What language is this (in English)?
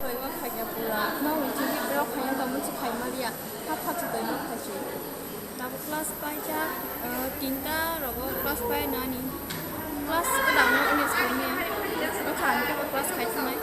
Kok Borok